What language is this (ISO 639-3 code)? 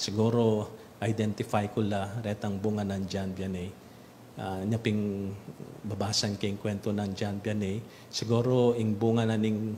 pam